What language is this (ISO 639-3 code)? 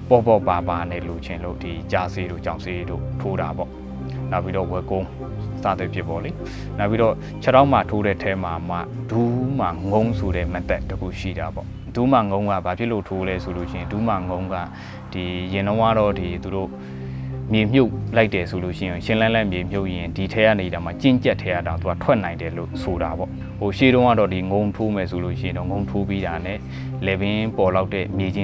mya